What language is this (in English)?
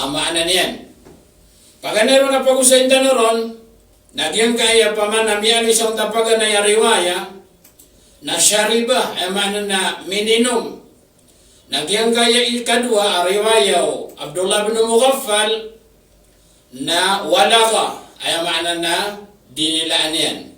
Maranao